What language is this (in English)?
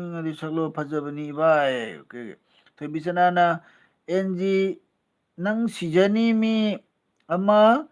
Manipuri